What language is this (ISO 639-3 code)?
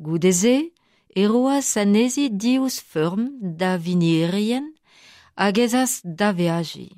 bre